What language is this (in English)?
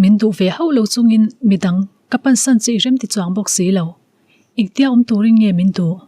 Mizo